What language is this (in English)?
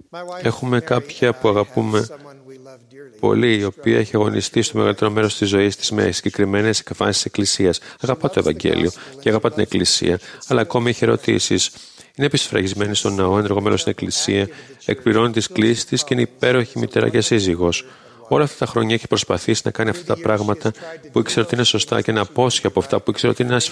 Greek